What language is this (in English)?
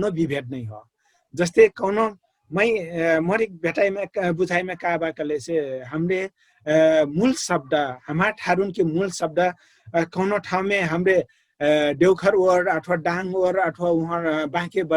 Dangaura Tharu